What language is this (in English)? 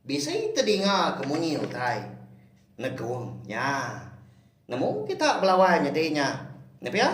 Iban